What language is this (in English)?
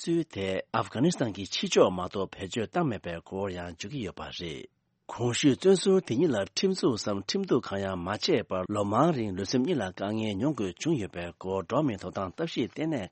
Tibetan